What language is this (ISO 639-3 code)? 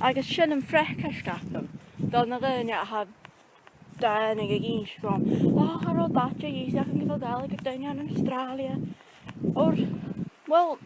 gla